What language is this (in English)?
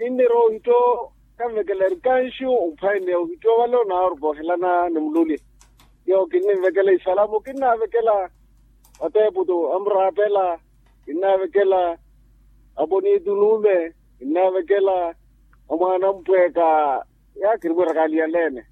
Makhuwa